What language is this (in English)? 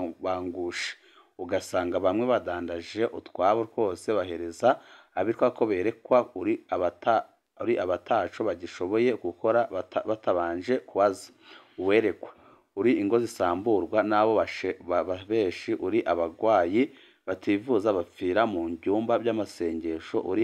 Rundi